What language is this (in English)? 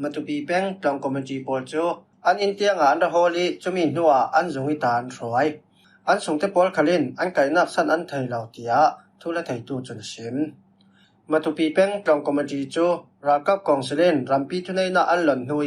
Falam Chin